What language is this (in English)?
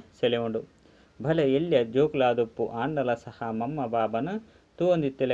Tulu